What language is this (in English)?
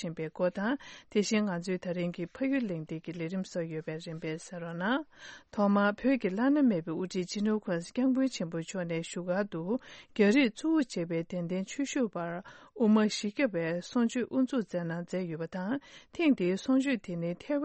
Tibetan